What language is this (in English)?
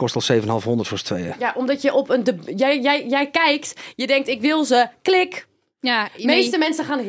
Dutch